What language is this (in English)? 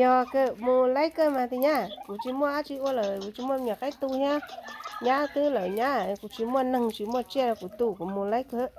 Hmong